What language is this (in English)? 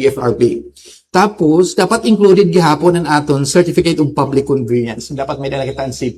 Waray